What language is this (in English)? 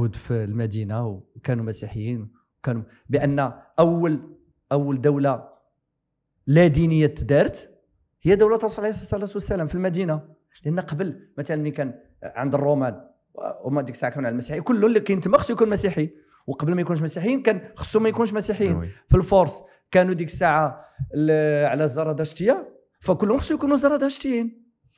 Moroccan Arabic